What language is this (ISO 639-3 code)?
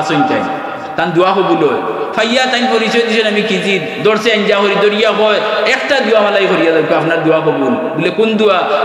syl